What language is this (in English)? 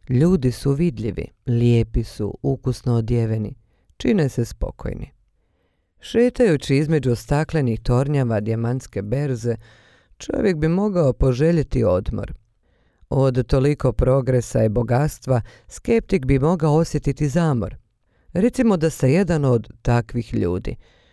Bosnian